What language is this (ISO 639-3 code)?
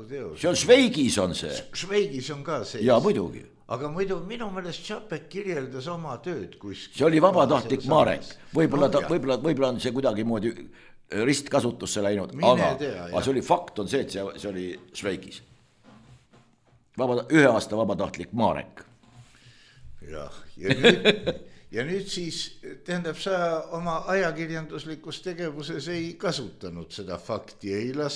est